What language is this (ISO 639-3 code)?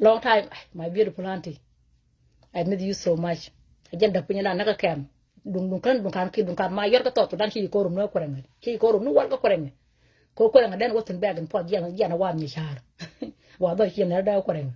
nus